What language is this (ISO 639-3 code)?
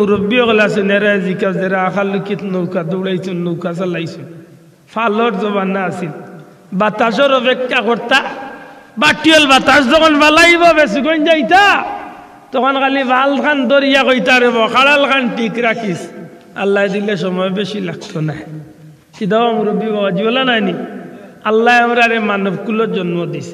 syl